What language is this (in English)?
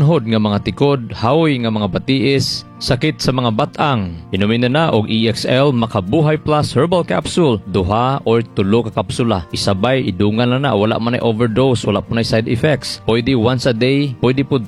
Cebuano